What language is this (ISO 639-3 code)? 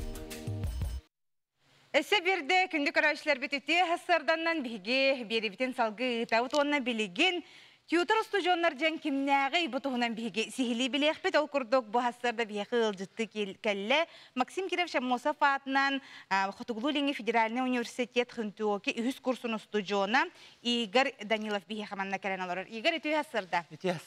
sah